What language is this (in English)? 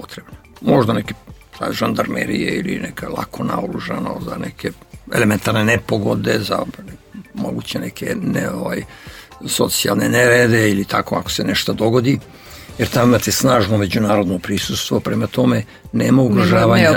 Serbian